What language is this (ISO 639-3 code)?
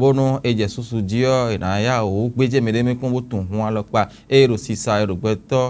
fon